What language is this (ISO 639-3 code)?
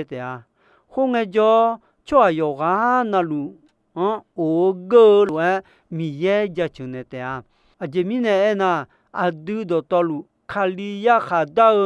ahk